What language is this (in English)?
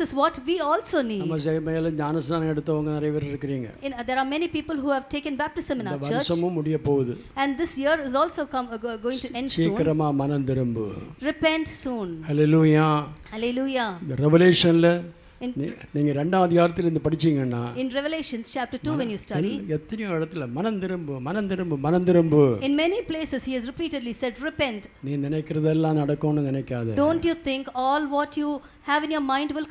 Tamil